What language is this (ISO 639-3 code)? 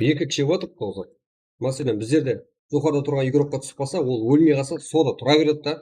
kaa